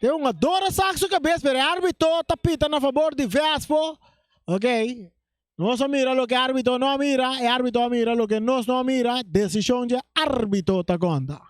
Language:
Papiamento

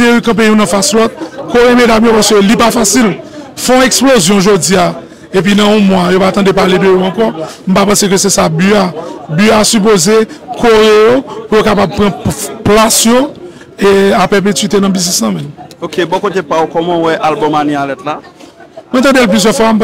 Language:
Haitian Creole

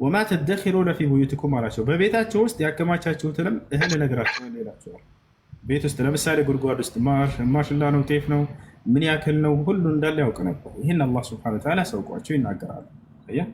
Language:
Amharic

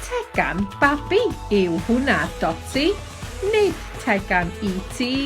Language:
Welsh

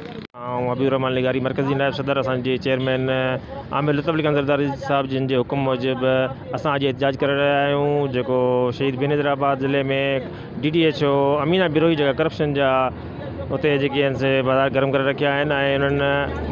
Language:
Sindhi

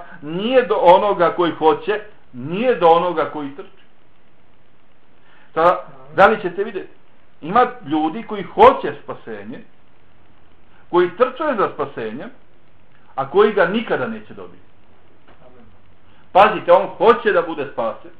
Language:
Bosnian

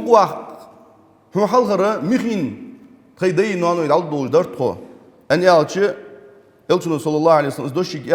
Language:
Ingush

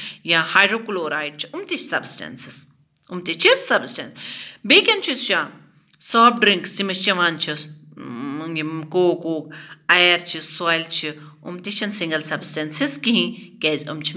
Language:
Kashmiri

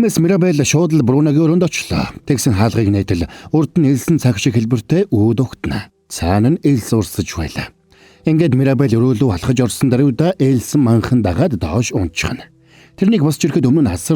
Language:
Mongolian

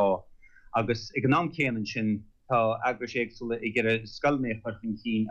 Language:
Irish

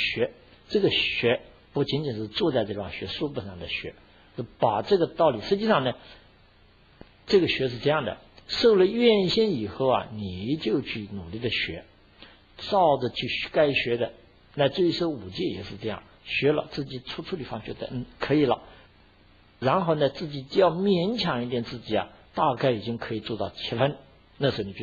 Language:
Chinese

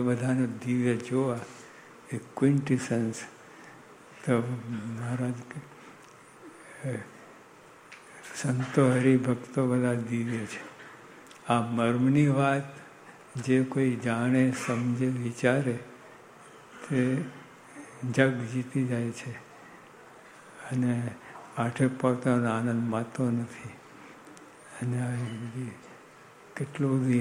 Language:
Gujarati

